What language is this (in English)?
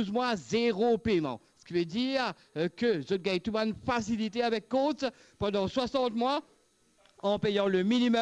Morisyen